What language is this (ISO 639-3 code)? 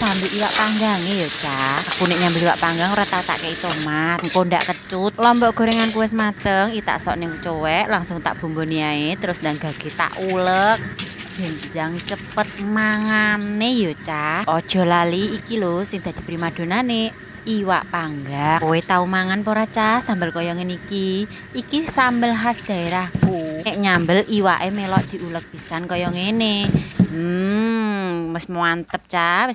jav